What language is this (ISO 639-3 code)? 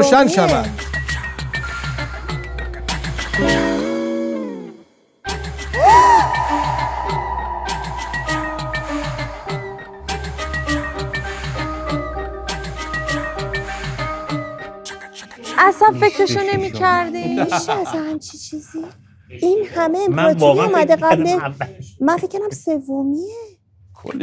fas